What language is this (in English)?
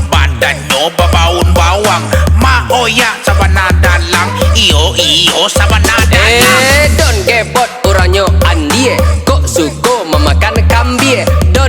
Minangkabau